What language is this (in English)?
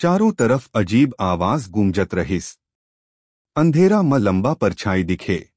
Chhattisgarhi